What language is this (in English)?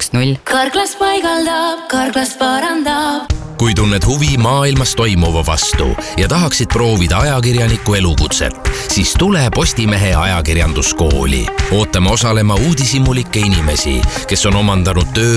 Estonian